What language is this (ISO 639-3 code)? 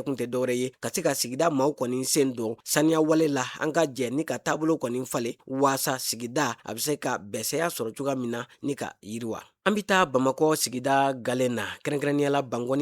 bam